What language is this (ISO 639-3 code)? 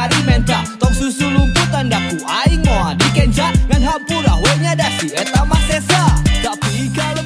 sun